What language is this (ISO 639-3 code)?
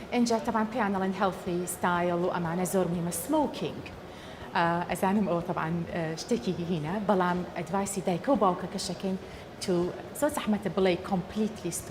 ckb